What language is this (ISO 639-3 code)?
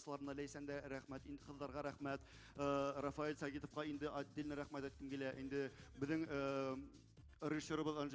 bak